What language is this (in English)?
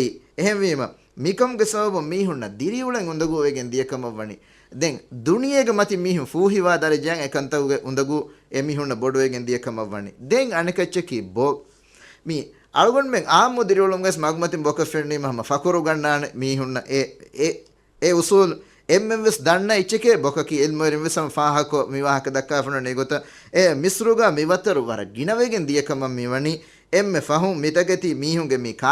Divehi